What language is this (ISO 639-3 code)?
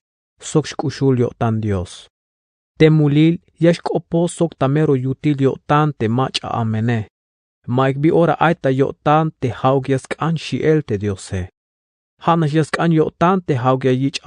tzh